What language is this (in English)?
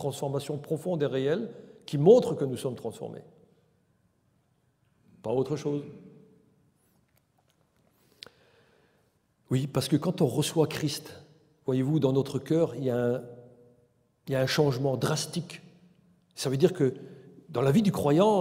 French